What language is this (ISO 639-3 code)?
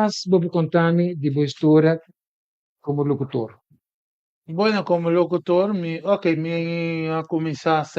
pap